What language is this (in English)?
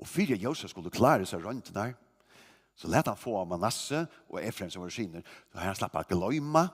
Faroese